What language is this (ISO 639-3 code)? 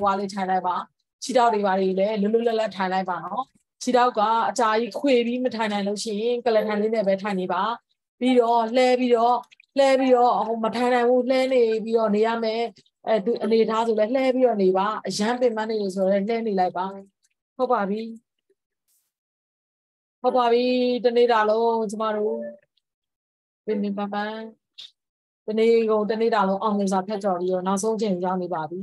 mya